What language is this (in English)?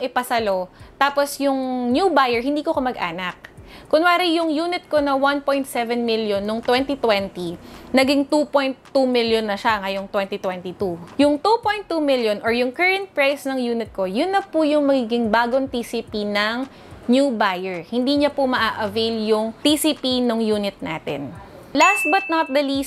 Filipino